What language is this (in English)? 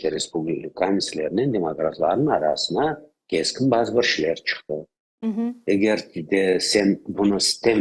Crimean Tatar